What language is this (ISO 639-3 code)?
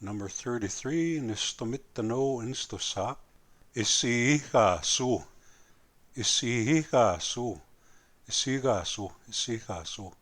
crk